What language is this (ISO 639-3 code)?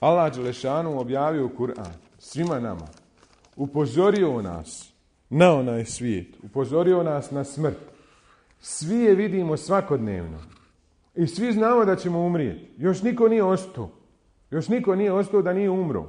bos